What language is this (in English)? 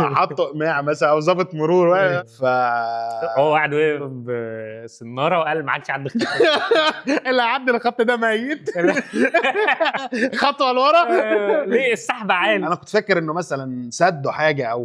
Egyptian Arabic